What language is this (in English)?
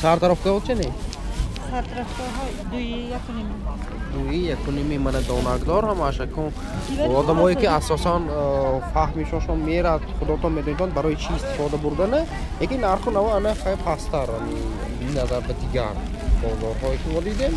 Tajik